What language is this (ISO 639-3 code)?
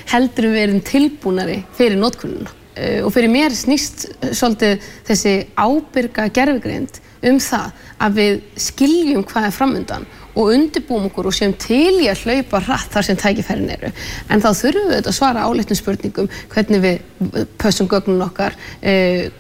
isl